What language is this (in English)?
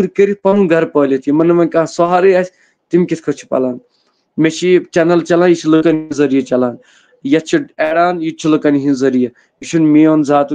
Kashmiri